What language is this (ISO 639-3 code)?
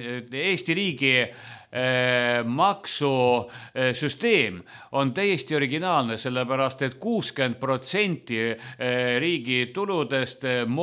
est